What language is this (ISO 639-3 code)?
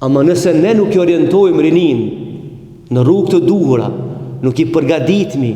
sqi